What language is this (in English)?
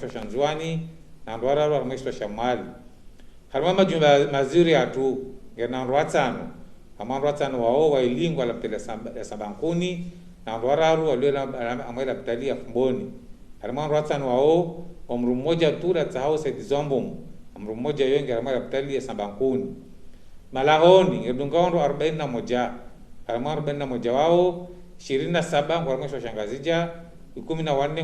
Ngazidja Comorian